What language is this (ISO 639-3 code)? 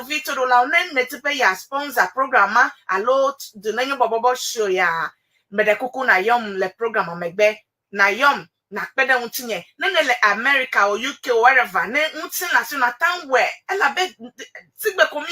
ewe